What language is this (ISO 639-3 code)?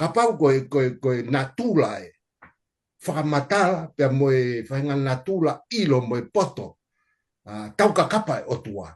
ton